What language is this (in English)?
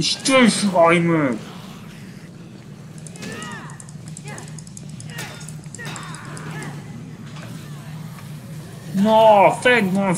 Hungarian